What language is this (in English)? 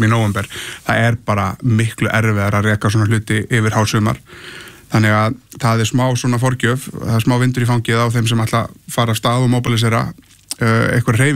Icelandic